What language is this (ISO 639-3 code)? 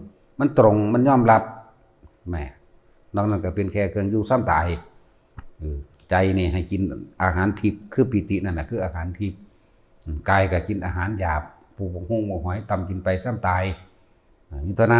tts